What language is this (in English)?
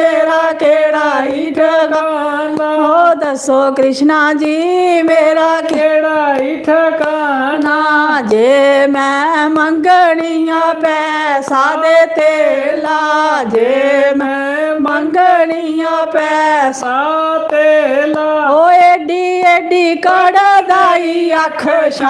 Dogri